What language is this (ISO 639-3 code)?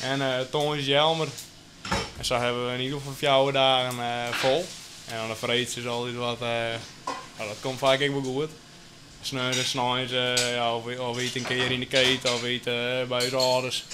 fry